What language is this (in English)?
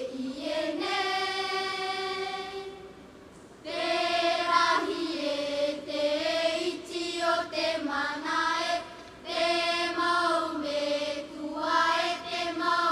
Tahitian